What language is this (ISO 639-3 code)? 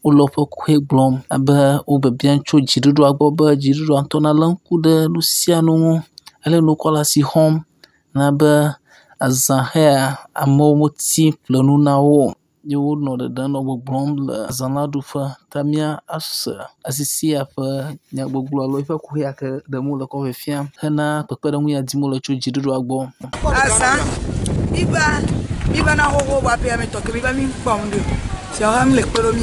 ewe